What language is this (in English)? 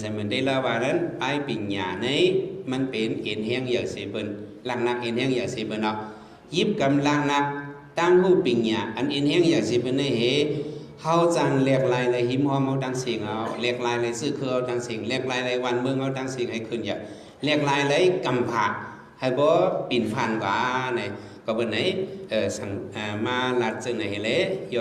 Shan